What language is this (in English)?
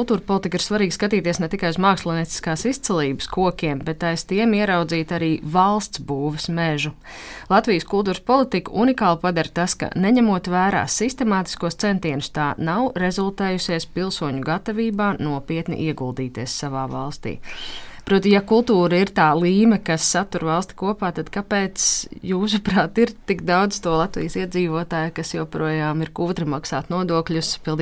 Latvian